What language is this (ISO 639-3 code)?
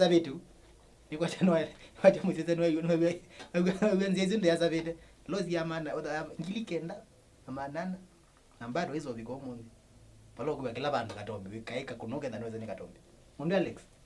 kam